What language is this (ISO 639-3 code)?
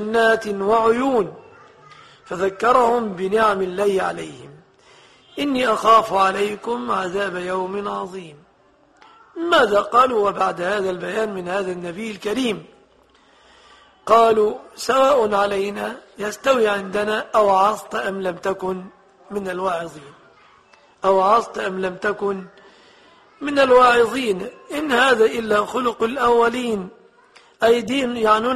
ara